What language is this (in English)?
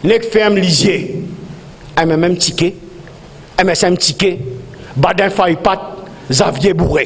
Morisyen